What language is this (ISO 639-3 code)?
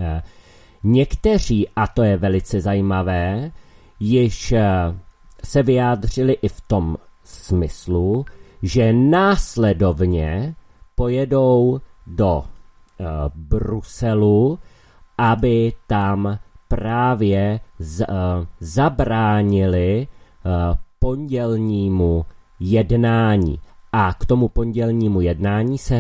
ces